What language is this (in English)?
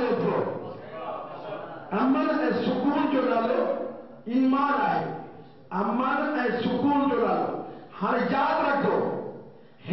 Urdu